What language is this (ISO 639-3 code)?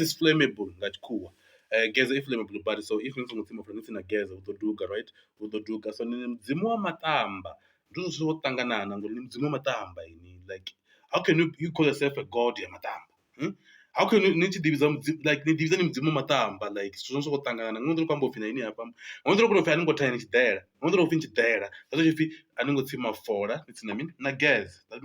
ven